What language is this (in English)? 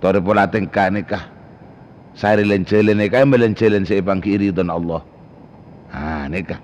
Madurese